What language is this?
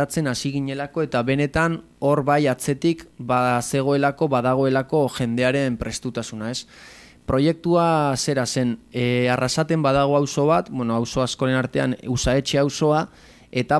Basque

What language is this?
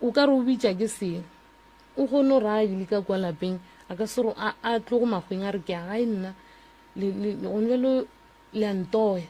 Northern Sotho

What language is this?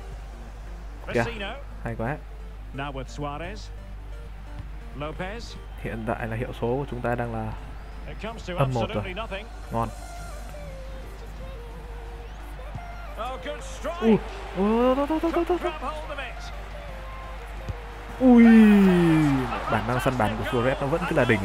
Vietnamese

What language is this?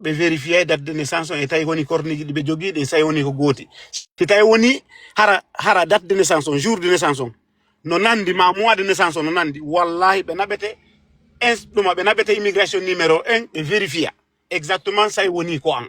Fula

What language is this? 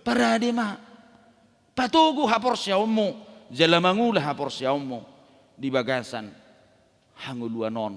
Batak Toba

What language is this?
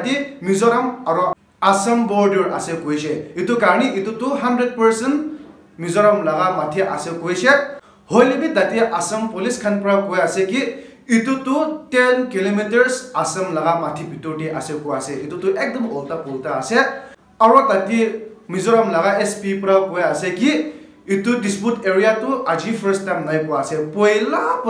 Naga Pidgin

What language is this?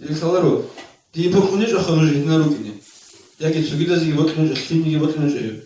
Avaric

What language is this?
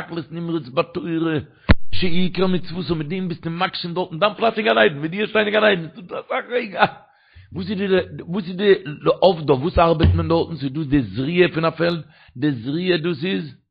Yiddish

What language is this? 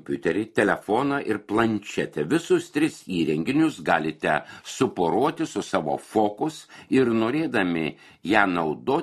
Lithuanian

